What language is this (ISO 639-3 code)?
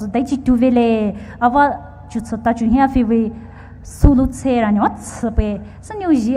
pmx